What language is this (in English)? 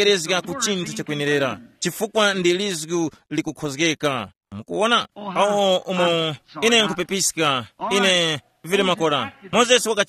Tumbuka